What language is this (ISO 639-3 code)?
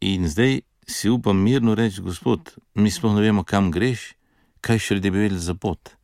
slv